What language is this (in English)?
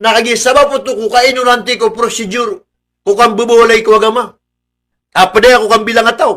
Maranao